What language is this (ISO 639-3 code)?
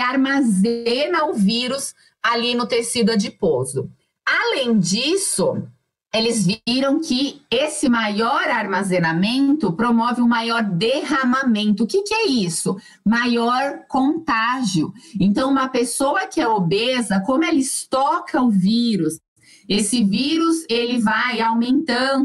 por